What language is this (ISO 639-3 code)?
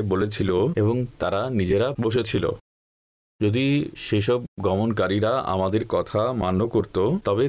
ben